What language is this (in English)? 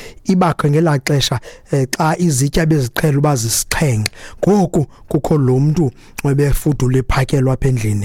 Xhosa